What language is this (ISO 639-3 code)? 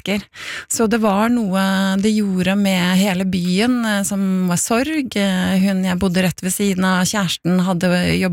nor